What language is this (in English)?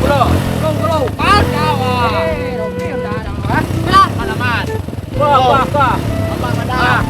Minangkabau